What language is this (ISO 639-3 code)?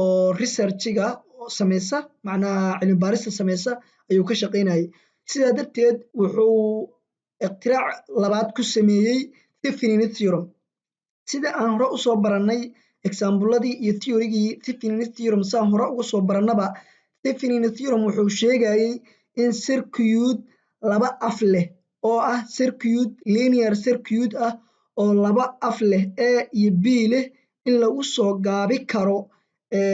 som